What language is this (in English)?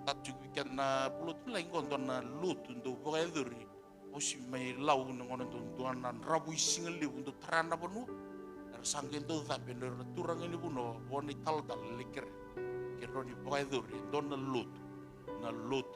Fijian